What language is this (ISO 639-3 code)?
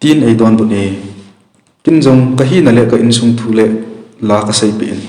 tcz